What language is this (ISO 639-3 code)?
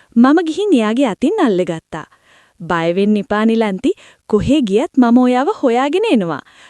sin